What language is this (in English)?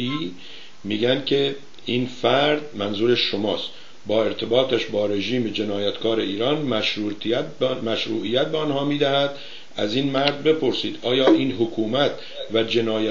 Persian